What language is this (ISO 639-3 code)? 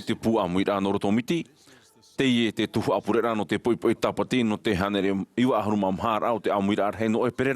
tah